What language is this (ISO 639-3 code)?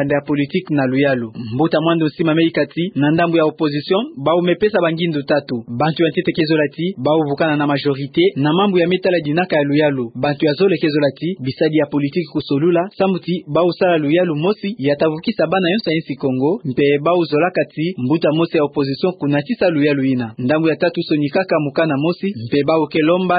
ktu